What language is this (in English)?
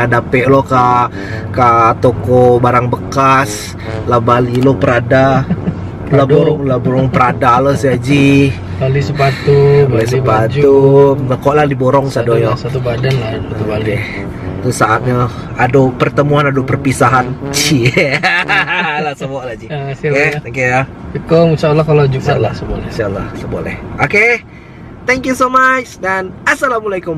Minangkabau